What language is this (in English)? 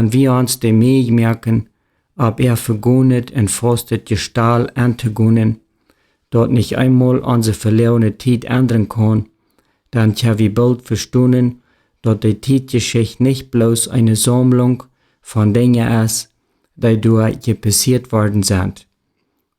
Plautdietsch